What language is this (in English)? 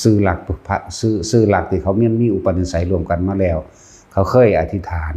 Lao